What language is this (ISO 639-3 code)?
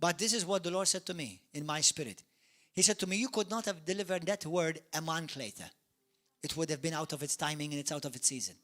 eng